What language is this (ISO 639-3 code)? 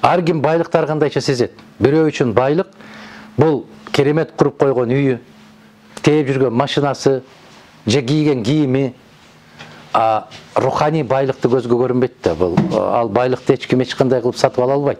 kir